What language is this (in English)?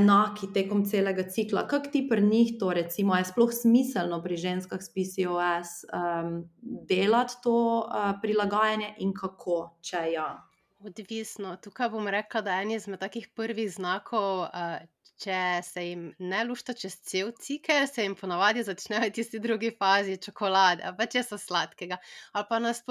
Slovenian